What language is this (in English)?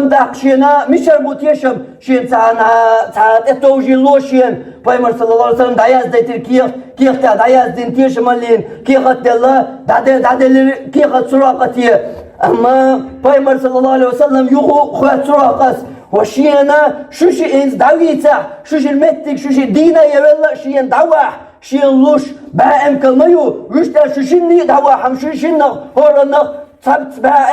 Chechen